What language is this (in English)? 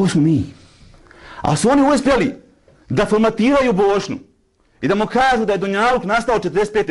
Bosnian